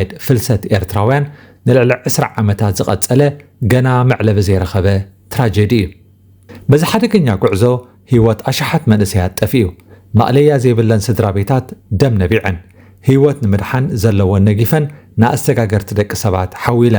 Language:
Tigrinya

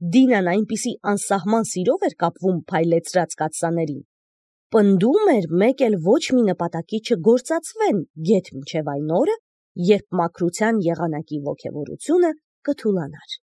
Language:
Armenian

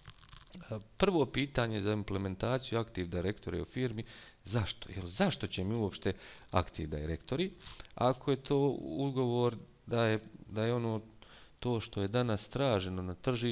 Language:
Bosnian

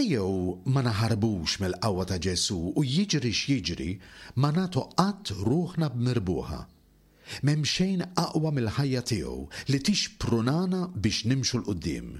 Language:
Maltese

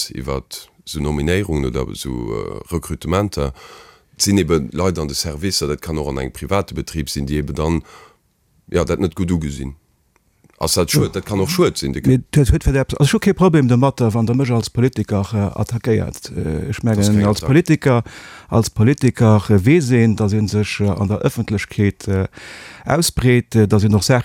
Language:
Luxembourgish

